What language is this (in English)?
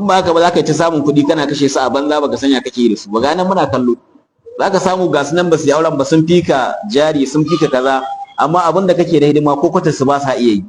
Hausa